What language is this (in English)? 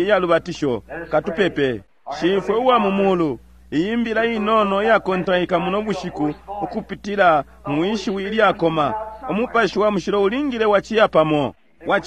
Bemba